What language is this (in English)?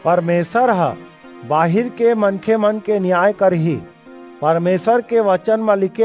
Chhattisgarhi